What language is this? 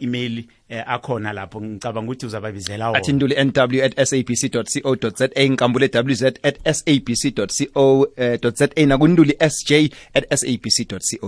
South Ndebele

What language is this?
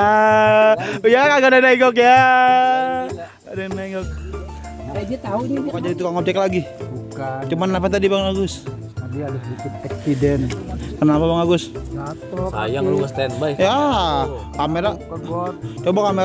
Betawi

